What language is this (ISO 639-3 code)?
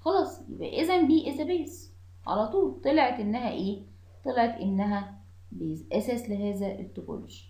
arz